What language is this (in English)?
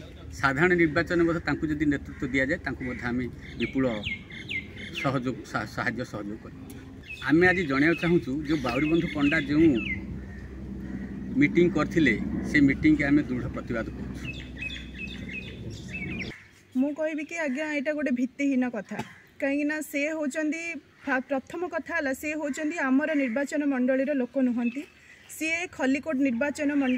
Odia